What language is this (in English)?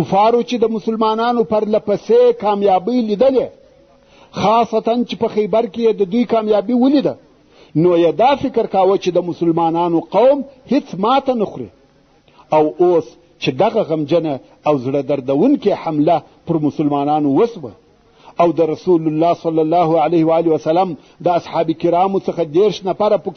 Pashto